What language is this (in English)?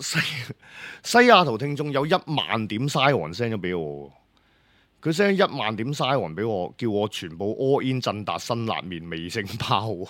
Cantonese